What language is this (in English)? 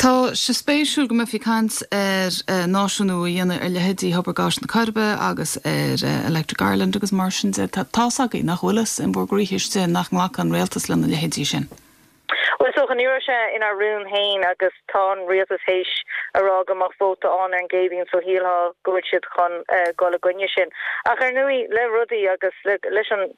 Irish